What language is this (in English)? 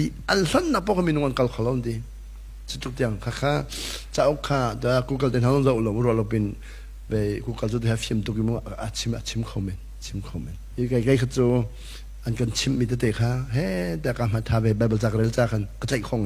Hakha Chin